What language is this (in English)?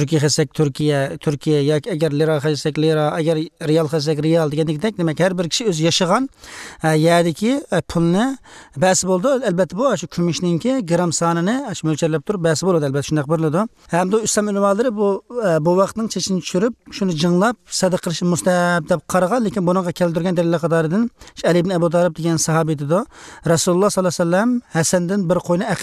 Uyghur